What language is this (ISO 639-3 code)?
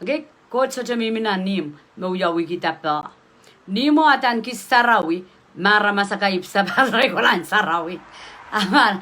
pon